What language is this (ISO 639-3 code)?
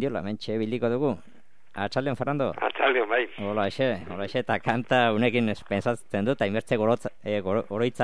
eus